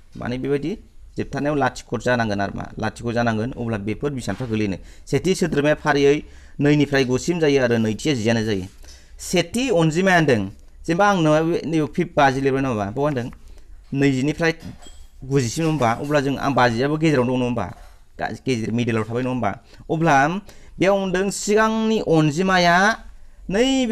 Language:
Bodo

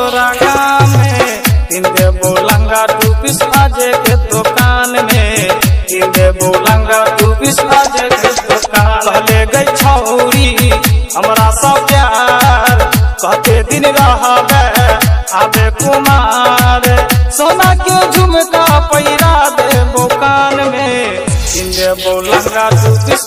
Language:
Maithili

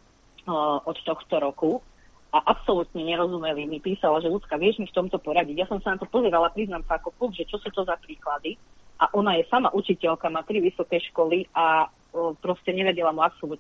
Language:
Slovak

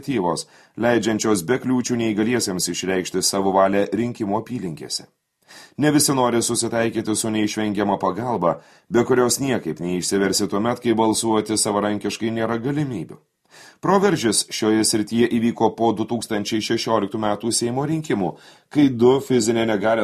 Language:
Lithuanian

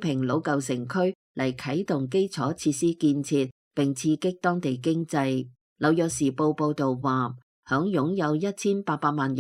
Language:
Cantonese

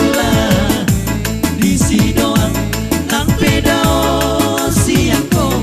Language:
Batak Toba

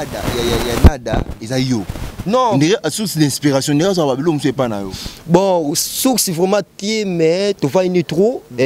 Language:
Lingala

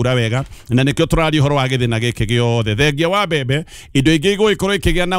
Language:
Kikuyu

